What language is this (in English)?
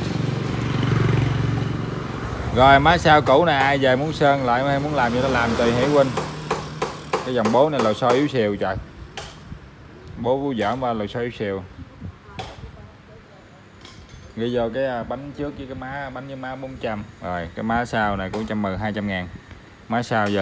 Vietnamese